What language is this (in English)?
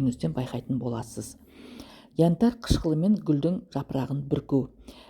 Kazakh